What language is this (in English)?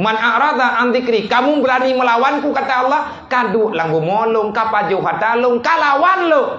Achinese